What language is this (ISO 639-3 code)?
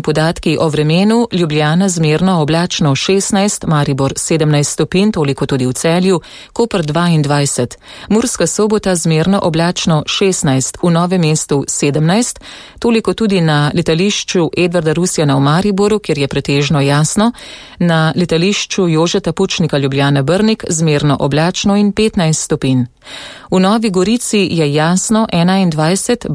slv